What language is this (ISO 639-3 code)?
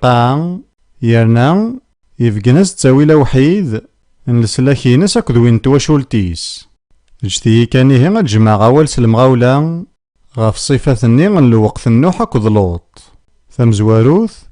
kab